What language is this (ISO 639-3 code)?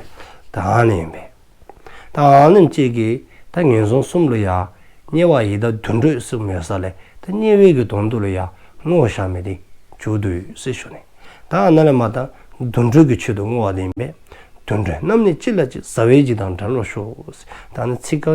dzo